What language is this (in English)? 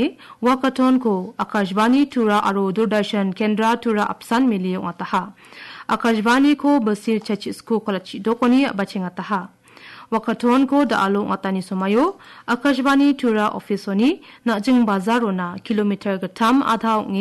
Garo